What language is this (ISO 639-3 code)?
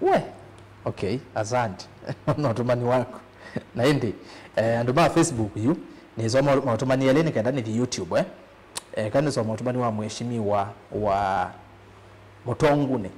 kam